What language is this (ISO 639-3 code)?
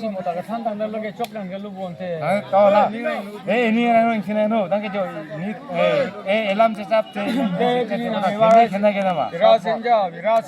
mjw